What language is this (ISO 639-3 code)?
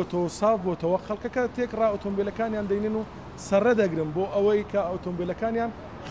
ckb